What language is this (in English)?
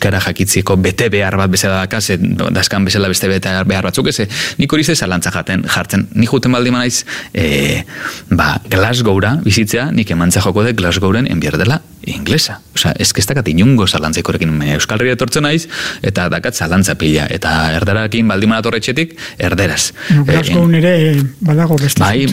Basque